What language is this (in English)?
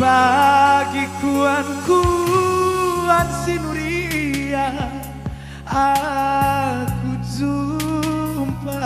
Batak Karo